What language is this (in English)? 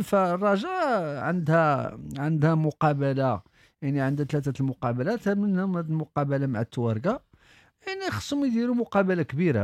Moroccan Arabic